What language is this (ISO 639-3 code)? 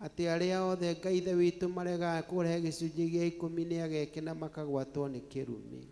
kik